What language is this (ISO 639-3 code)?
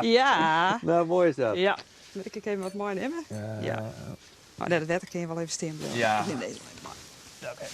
fry